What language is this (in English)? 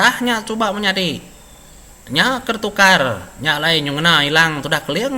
Iban